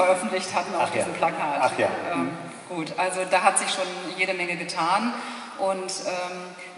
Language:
German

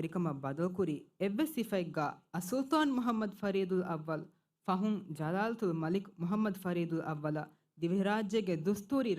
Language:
Divehi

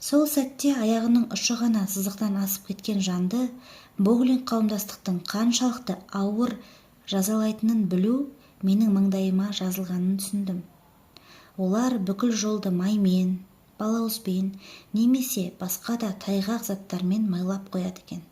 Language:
Kazakh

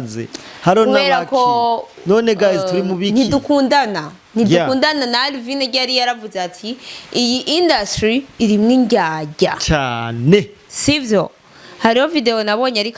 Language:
Rundi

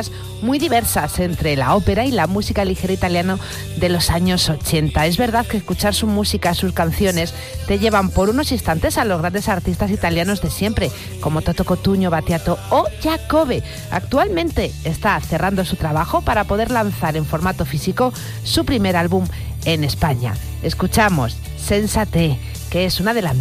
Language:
Spanish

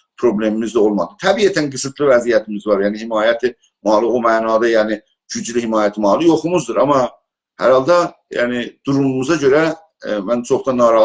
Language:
South Azerbaijani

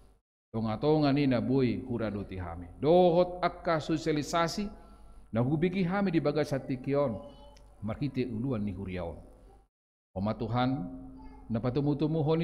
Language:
Batak Toba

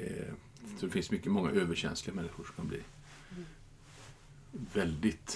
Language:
Swedish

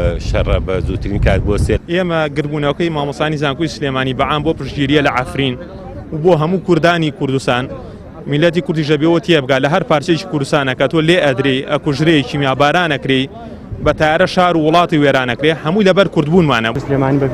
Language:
Central Kurdish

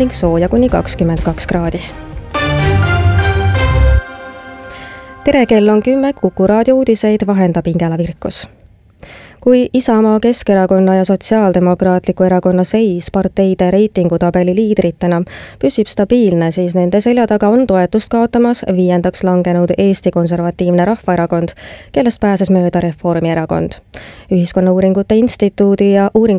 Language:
Estonian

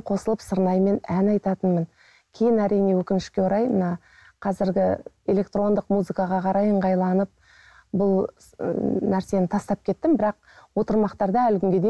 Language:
Kazakh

